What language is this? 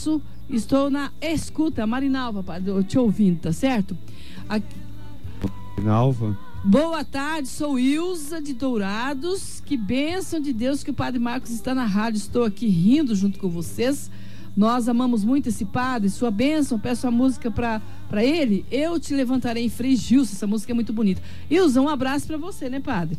Portuguese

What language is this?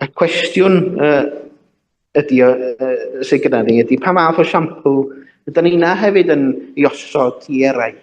Welsh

